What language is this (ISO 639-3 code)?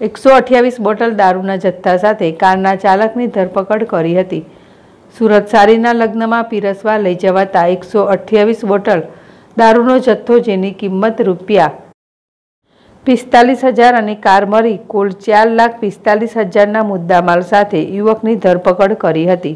guj